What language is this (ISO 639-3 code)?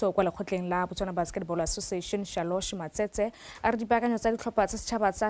tsn